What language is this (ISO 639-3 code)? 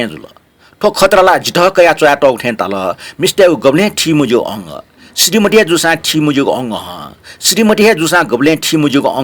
new